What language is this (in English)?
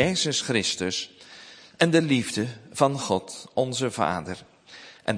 Dutch